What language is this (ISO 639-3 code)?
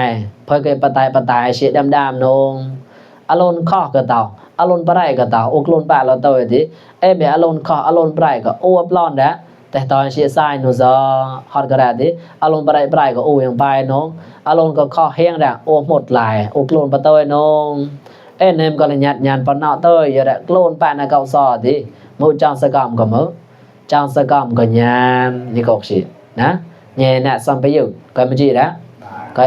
mnw